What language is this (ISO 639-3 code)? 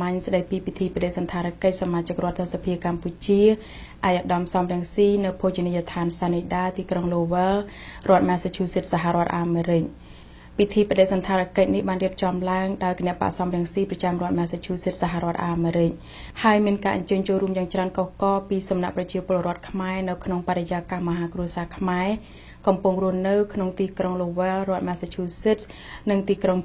khm